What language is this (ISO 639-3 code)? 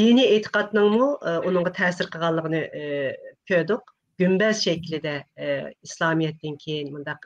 uig